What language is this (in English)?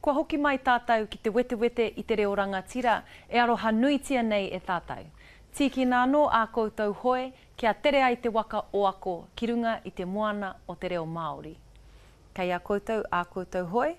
Māori